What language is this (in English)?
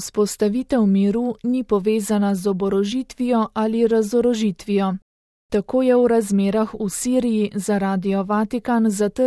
Slovenian